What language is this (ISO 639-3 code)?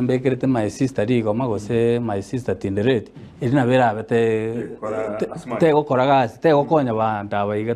guz